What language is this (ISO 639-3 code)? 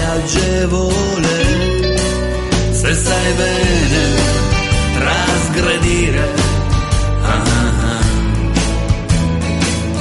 ita